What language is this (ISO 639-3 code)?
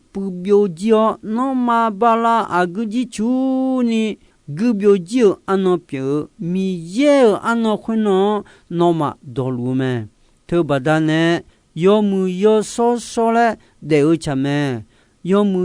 ahk